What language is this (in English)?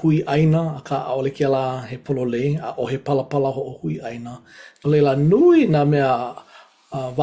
Hawaiian